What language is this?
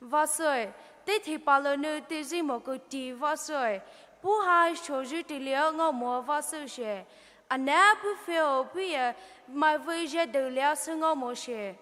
Poumei Naga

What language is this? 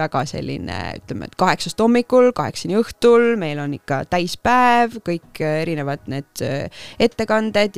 Estonian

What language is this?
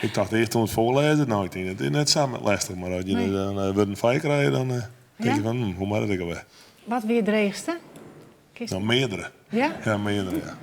Western Frisian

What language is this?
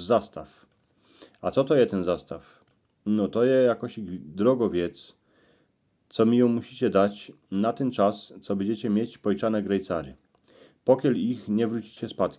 Silesian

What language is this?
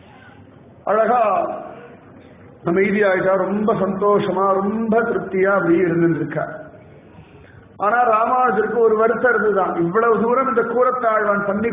Tamil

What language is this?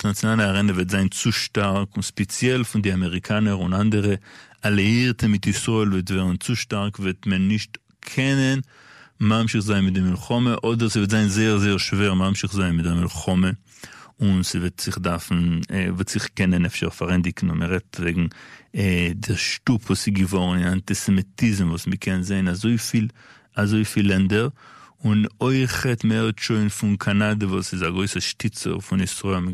Yiddish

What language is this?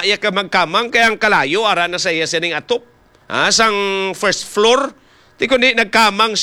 Hiligaynon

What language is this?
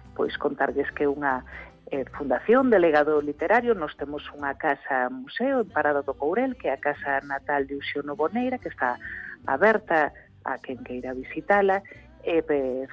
Galician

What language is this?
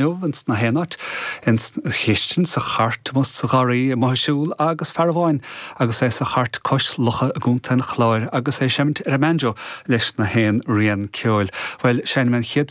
Irish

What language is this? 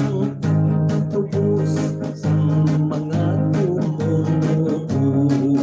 Hiligaynon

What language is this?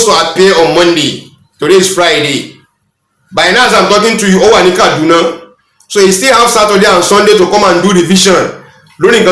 Yoruba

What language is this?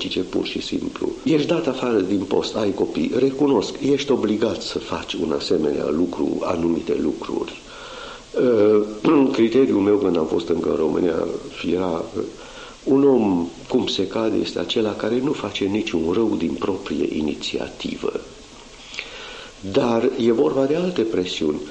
Romanian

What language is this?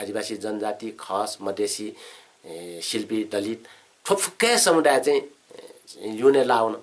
Newari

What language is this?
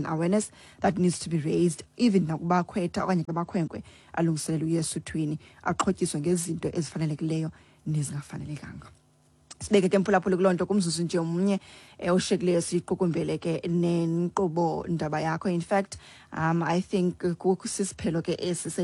Xhosa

